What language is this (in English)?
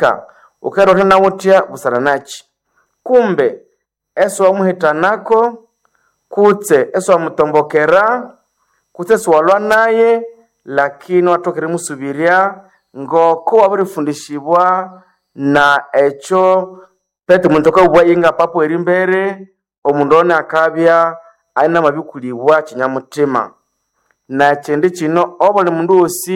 Nande